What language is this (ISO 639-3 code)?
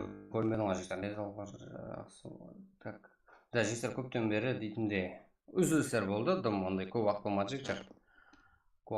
kaa